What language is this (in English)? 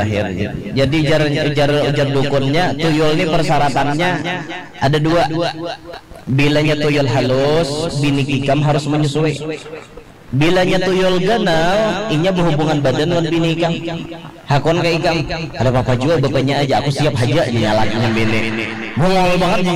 Banjar